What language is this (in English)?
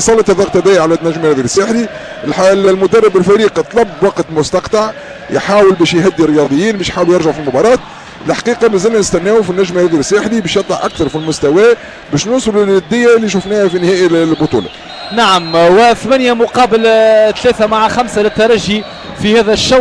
Tunisian Arabic